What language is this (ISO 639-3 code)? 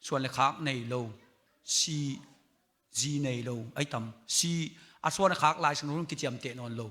ctd